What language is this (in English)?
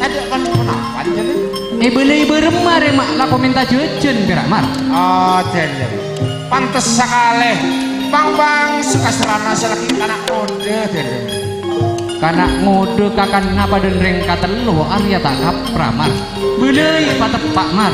Madurese